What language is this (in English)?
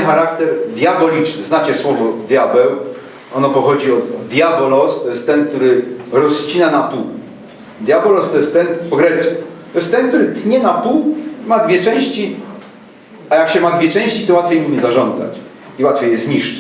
Silesian